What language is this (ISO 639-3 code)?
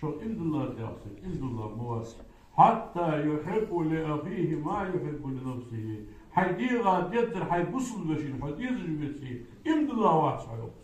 inh